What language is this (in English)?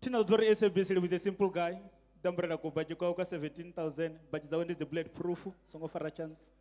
Venda